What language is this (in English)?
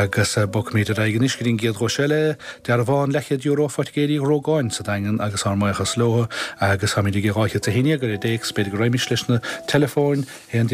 Irish